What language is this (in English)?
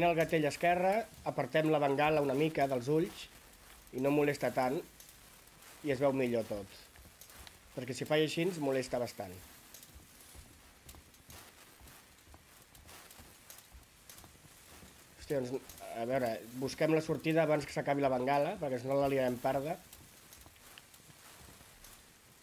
Catalan